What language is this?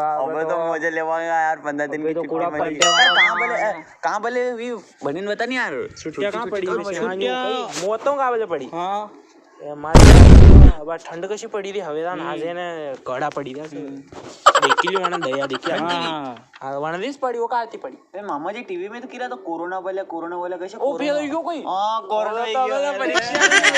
Rajasthani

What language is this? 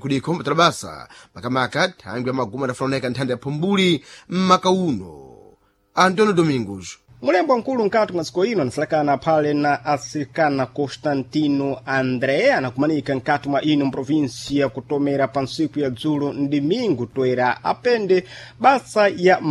Sena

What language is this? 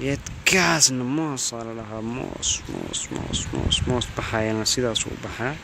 Somali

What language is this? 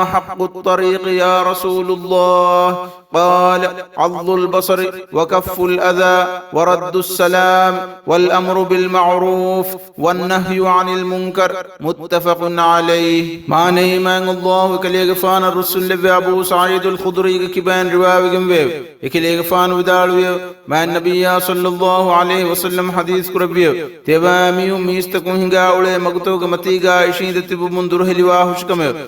Divehi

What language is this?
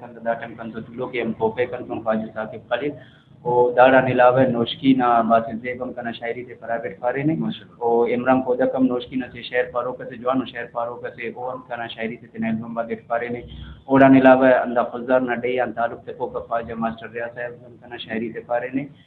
Brahui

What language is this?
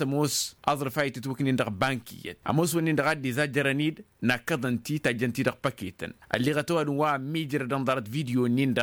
Tamasheq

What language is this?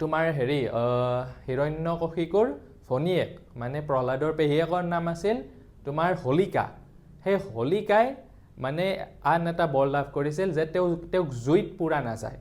Assamese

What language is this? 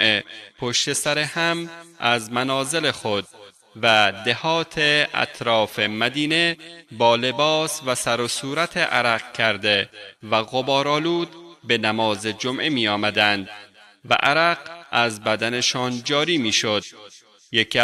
Persian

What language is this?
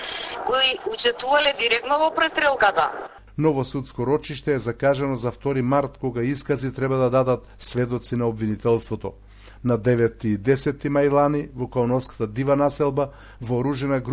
Macedonian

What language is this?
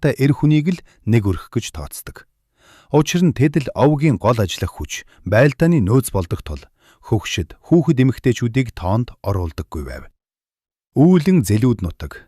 Mongolian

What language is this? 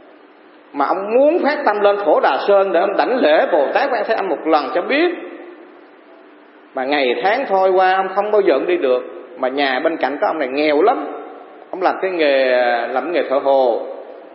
Vietnamese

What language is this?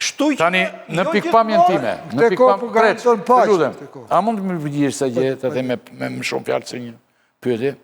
Albanian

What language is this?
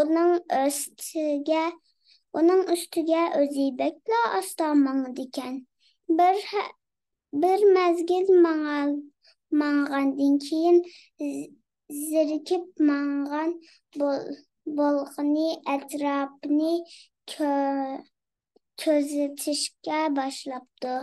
Uyghur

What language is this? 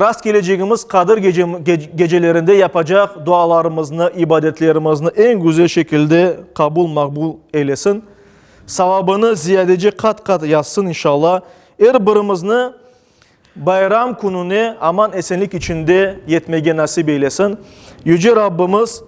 Crimean Tatar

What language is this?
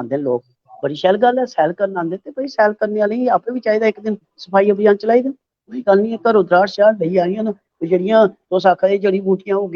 Dogri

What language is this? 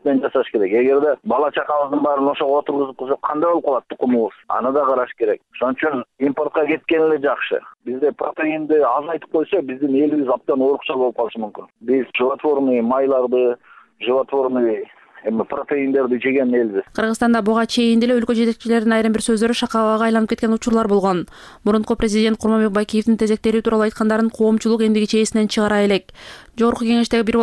Kyrgyz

